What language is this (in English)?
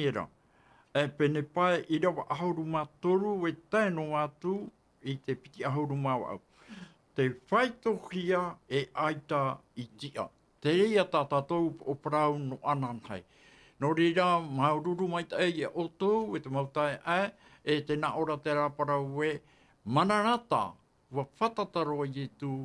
Tahitian